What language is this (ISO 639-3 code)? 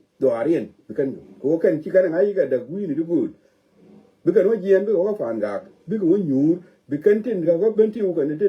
nus